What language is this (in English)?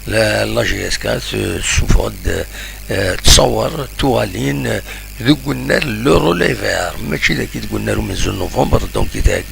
Kabyle